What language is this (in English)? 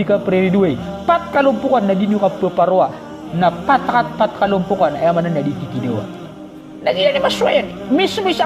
Maranao